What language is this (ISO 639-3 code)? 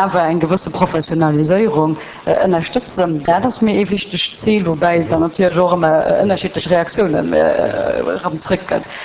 ltz